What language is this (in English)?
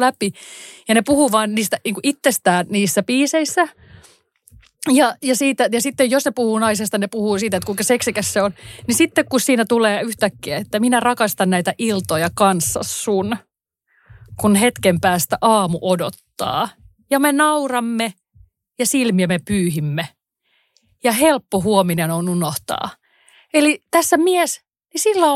Finnish